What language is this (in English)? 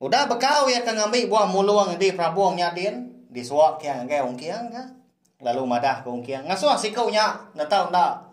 Iban